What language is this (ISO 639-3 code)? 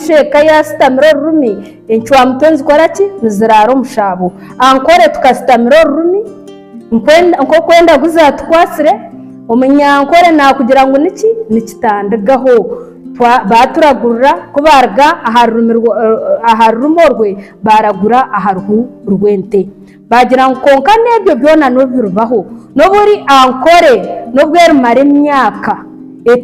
nyn